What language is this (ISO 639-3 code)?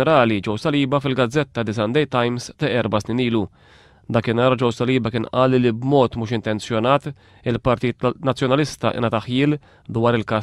mlt